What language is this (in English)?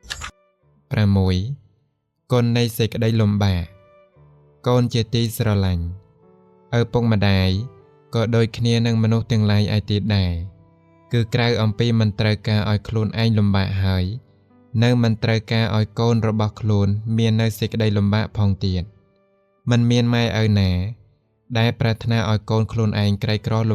Khmer